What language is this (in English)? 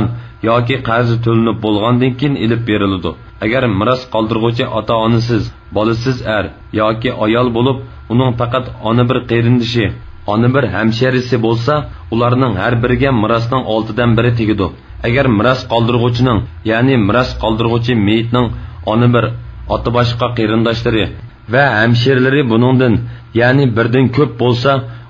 Uyghur